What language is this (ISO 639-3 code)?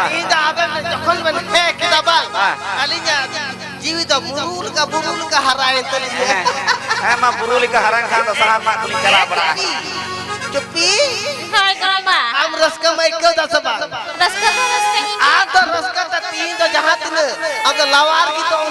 sat